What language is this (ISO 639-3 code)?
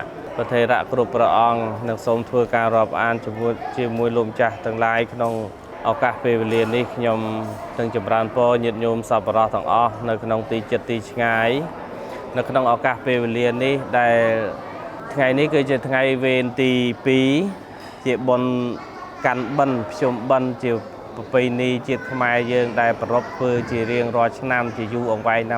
khm